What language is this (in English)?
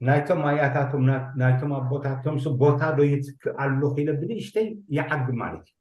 Tigrinya